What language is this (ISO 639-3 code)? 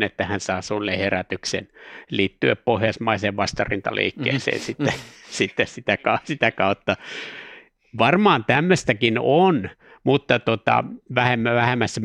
fin